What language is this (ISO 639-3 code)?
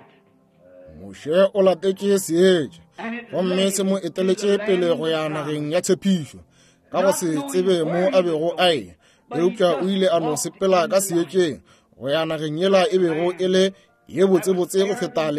nso